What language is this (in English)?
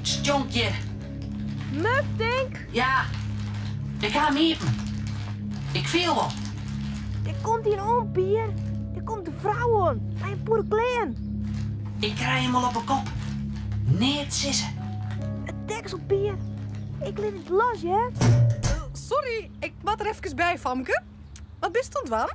Western Frisian